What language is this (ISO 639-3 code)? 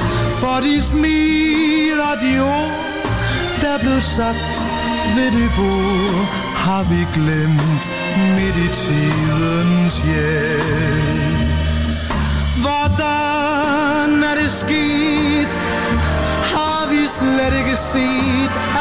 dan